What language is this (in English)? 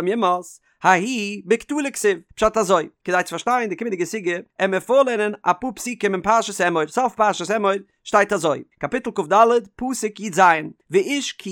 Yiddish